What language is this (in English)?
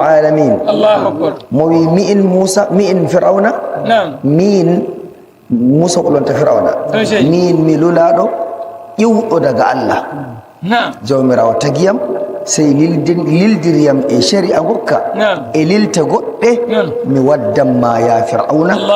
Nigerian Fulfulde